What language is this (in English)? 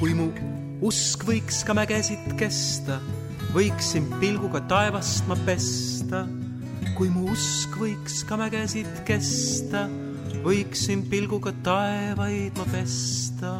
Estonian